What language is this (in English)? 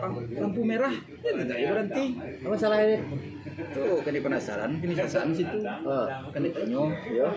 Minangkabau